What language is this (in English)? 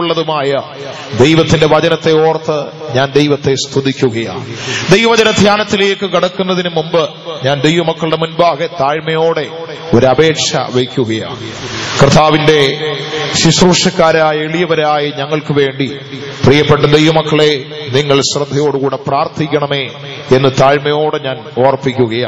Malayalam